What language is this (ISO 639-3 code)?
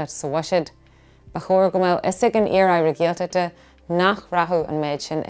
gle